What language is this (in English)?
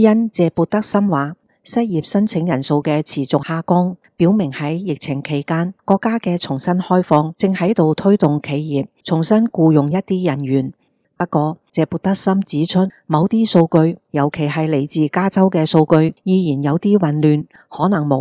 Cantonese